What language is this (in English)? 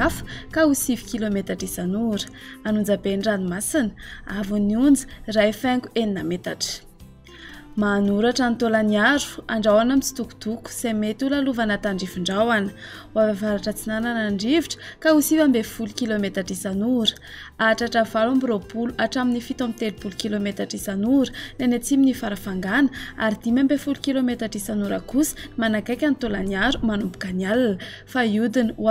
Malagasy